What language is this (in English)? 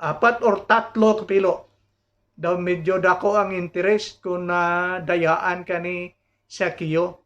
Hiligaynon